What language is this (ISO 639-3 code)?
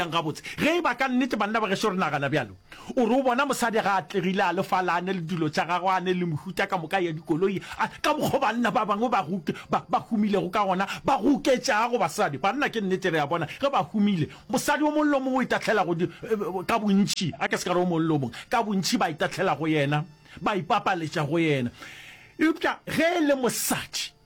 nso